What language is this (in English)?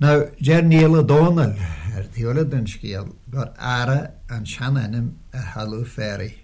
Irish